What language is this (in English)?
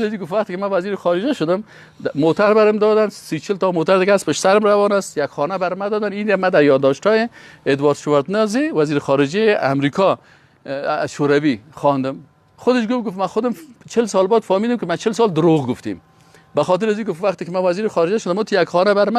Persian